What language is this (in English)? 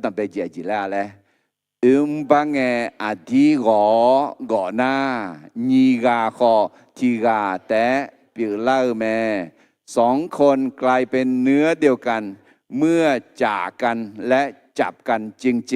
Akha